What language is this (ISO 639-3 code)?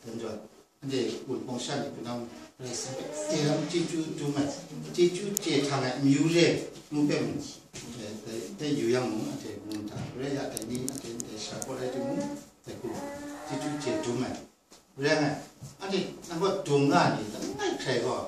kac